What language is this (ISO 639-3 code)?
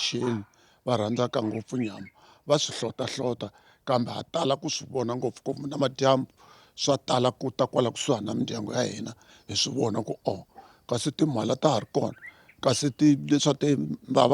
tso